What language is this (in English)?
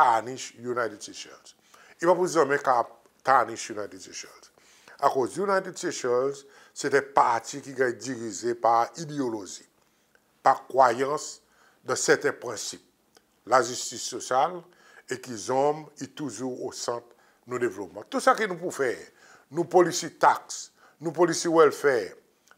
Seselwa Creole French